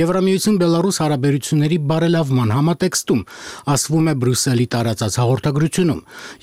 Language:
Armenian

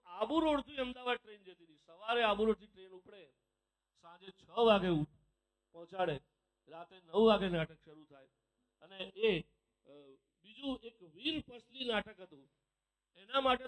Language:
Gujarati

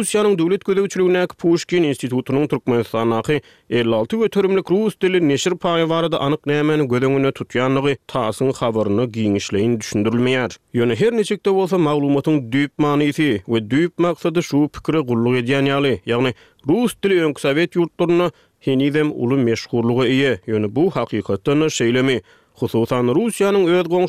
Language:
Turkmen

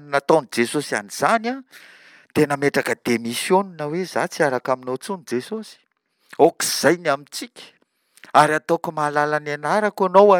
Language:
Malagasy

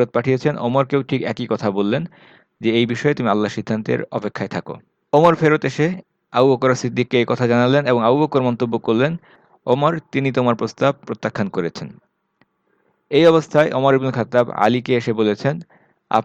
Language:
Bangla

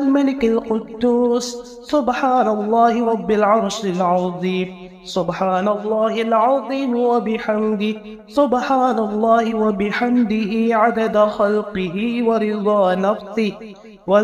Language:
Arabic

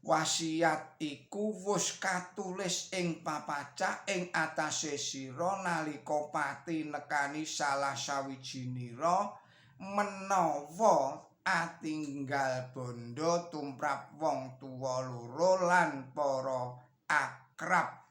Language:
Javanese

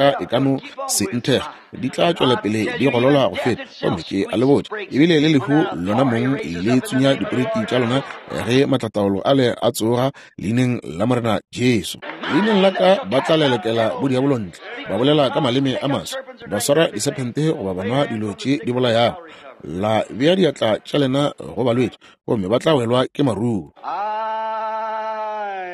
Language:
Northern Sotho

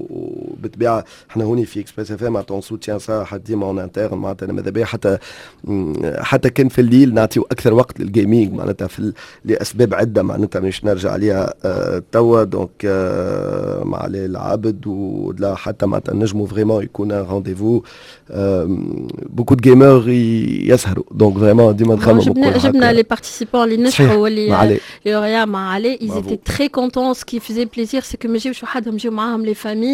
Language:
Tunisian Arabic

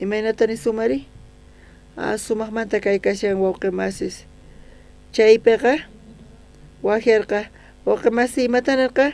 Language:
South Bolivian Quechua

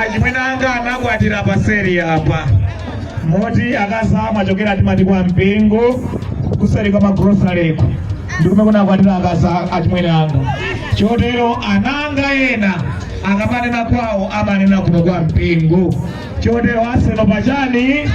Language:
Nyanja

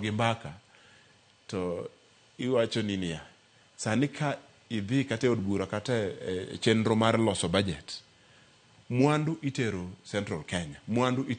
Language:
Luo (Kenya and Tanzania)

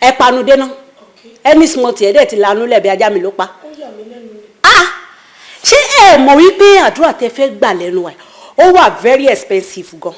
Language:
Yoruba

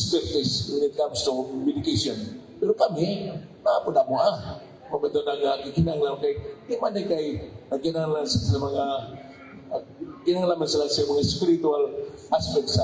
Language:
Cebuano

